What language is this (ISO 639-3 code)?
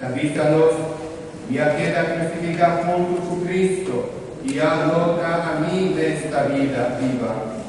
pap